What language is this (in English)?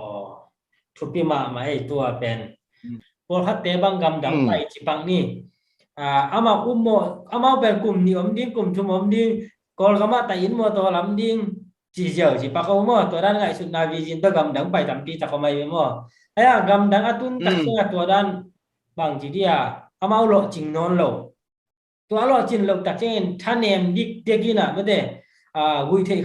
Tedim Chin